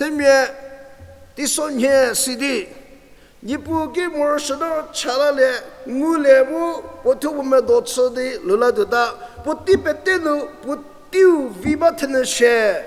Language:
Angami Naga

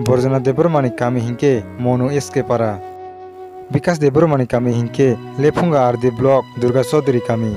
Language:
Kok Borok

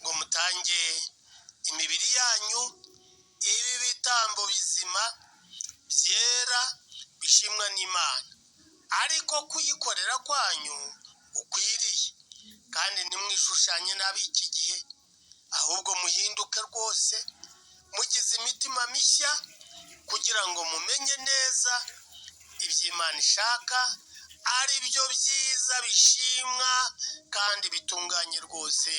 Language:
Kinyarwanda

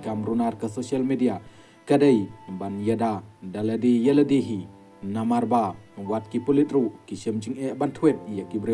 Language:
Khasi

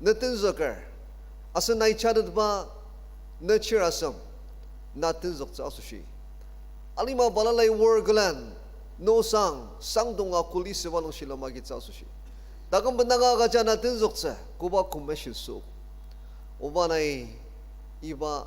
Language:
Ao Naga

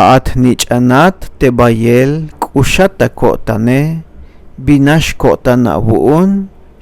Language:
Tzeltal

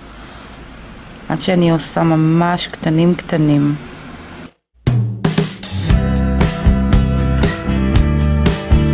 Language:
Hebrew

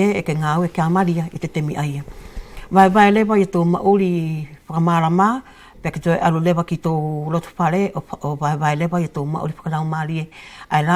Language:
Wallisian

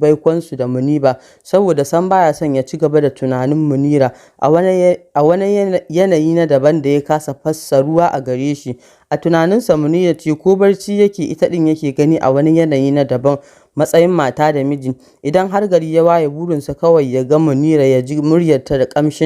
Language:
Hausa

